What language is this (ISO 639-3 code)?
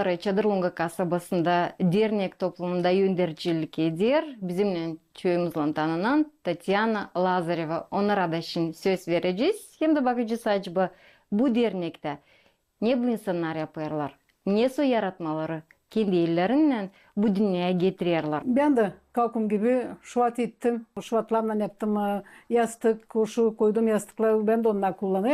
gag